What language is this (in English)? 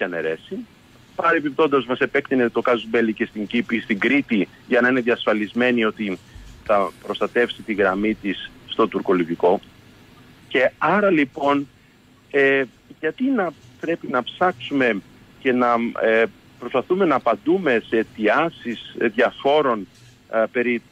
Greek